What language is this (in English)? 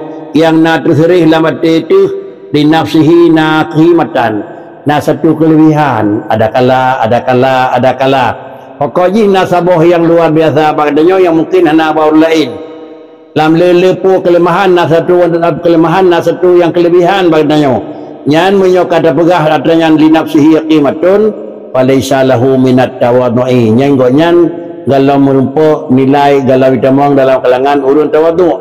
Achinese